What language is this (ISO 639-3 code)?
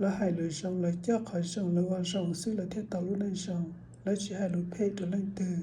hmn